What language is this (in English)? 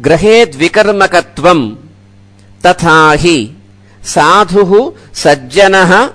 Sanskrit